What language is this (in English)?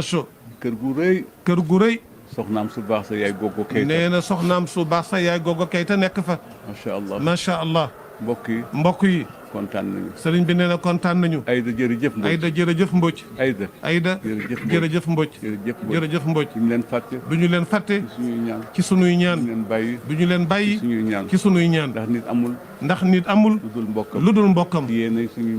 Wolof